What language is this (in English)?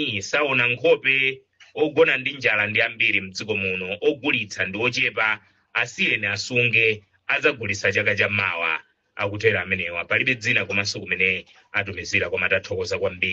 Nyanja